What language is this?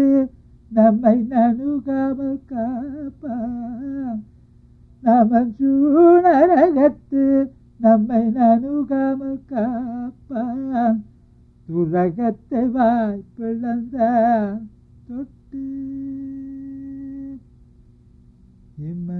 Tamil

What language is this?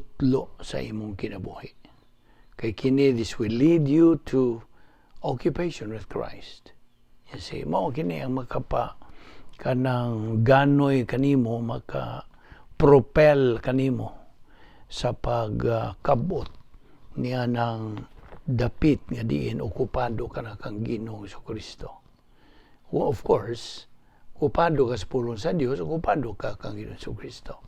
Cebuano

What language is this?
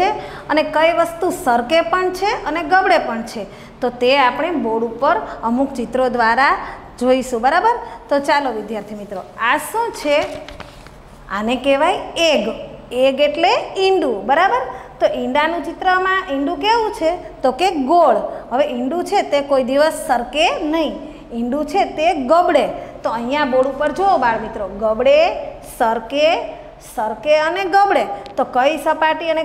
Gujarati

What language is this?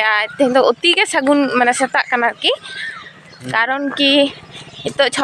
Santali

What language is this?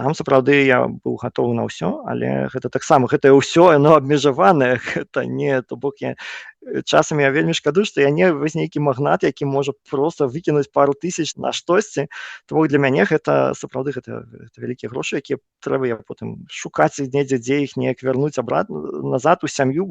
Belarusian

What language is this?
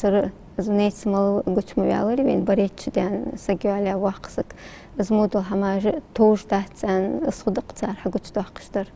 Ingush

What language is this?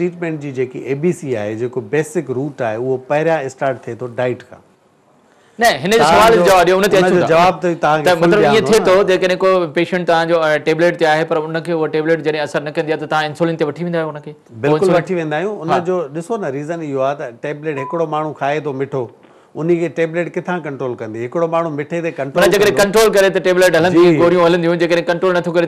Sindhi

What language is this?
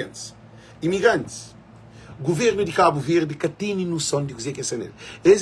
Kabuverdianu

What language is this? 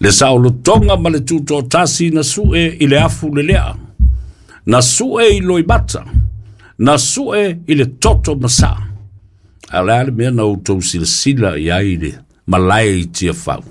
Samoan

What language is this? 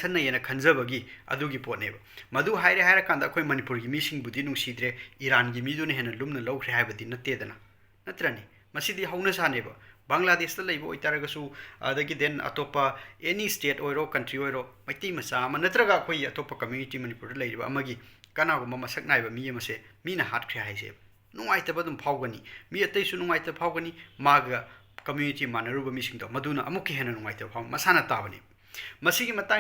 Manipuri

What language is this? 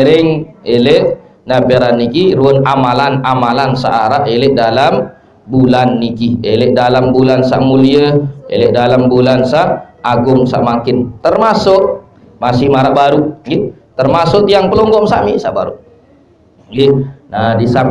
Sasak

